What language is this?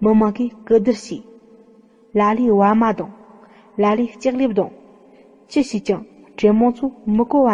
Tibetan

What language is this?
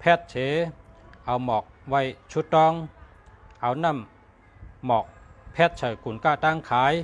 Shan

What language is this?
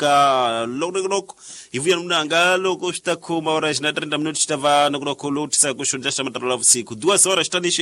Tsonga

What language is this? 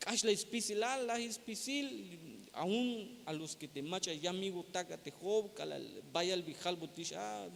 Tzeltal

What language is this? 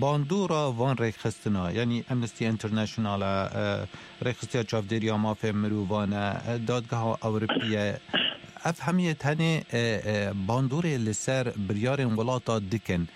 Kurdish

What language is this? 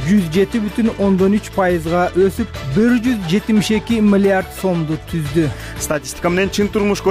Kyrgyz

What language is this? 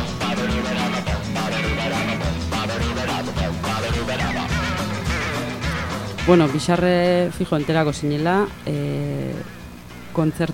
Basque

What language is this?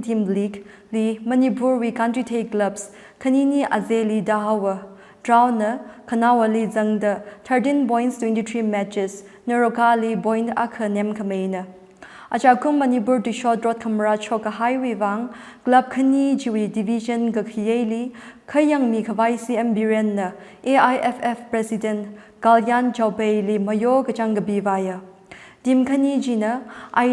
Tangkhul Naga (India)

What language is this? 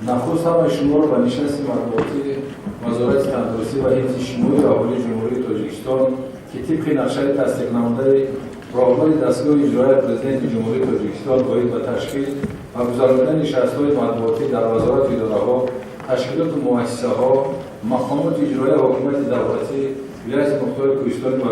Tajik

